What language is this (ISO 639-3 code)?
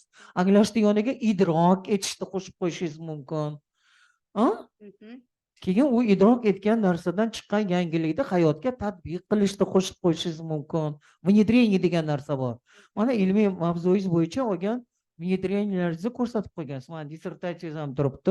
uzb